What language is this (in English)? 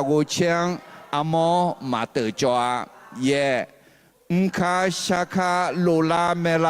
Akha